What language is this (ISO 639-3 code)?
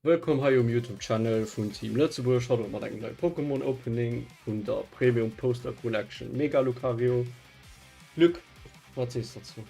ltz